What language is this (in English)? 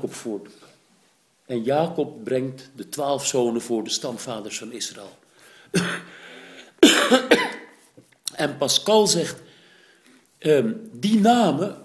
Dutch